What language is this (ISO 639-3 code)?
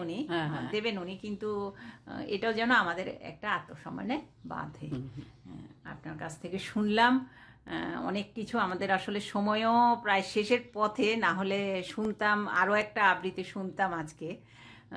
ben